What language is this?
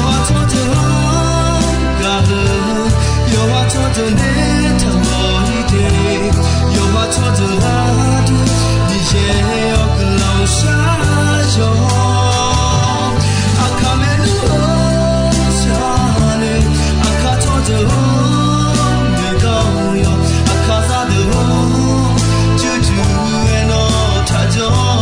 Akha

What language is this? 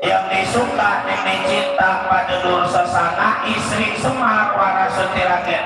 Betawi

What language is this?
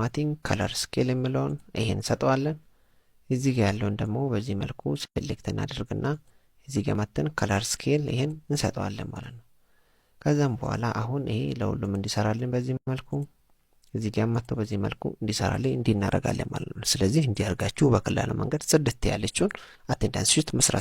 Amharic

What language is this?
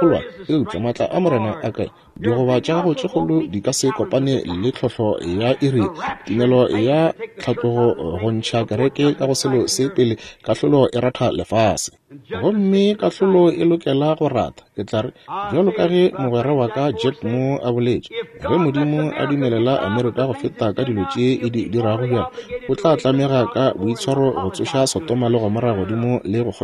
Northern Sotho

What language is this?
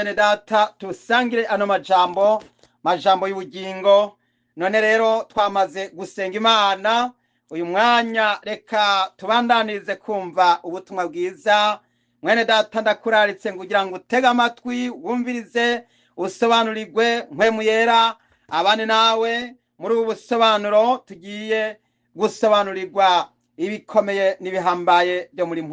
Rundi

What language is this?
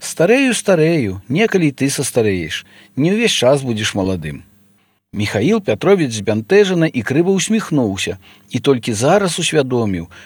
Belarusian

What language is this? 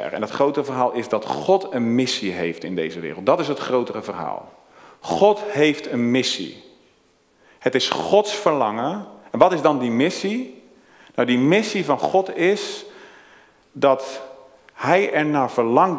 Dutch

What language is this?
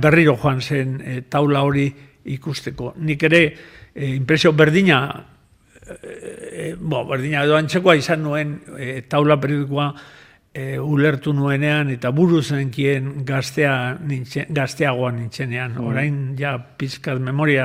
Basque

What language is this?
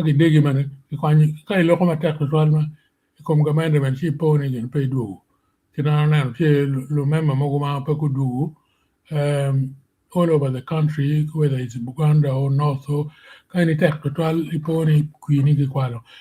Acoli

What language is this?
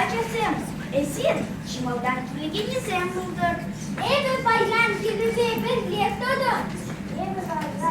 Chuvash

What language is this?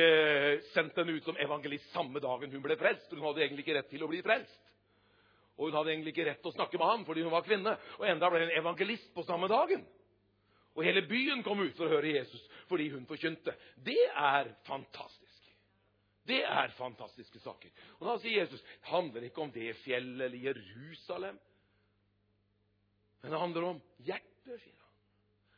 Norwegian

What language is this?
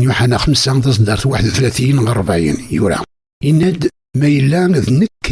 Kabyle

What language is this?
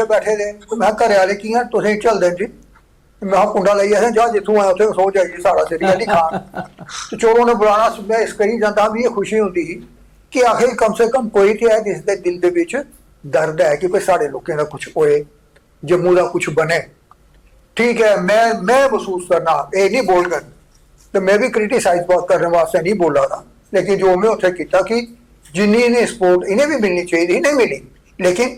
Dogri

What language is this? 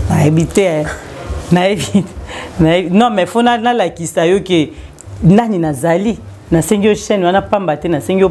Lingala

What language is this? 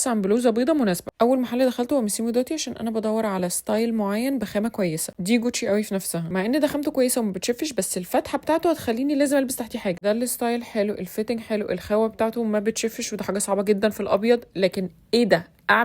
Egyptian Arabic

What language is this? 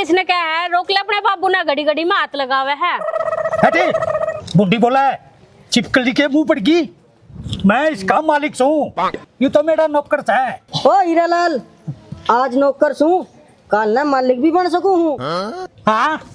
Haryanvi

